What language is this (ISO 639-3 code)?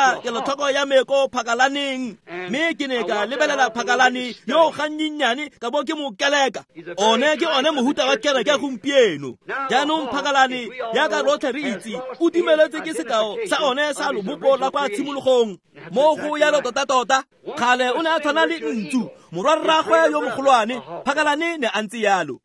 tsn